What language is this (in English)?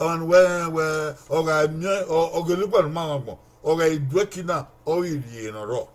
Bini